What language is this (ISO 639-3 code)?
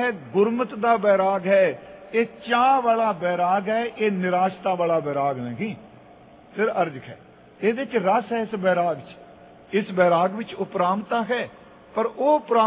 pan